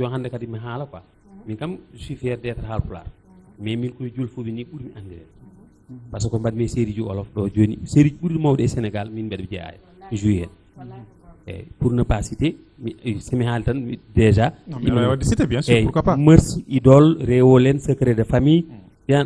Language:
Fula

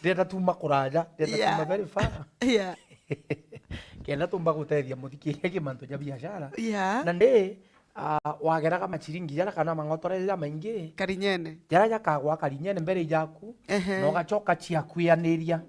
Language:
Meru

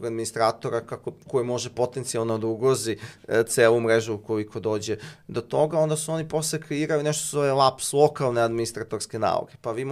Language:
Serbian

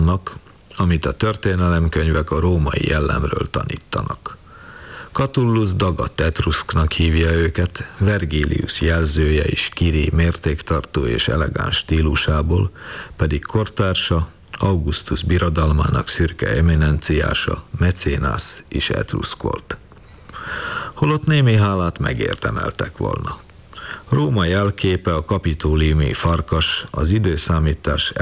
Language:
Hungarian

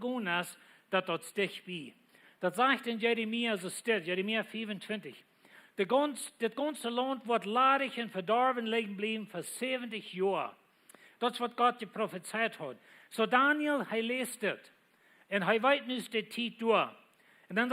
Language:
Plautdietsch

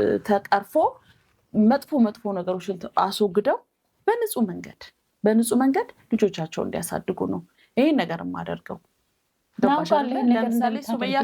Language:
Amharic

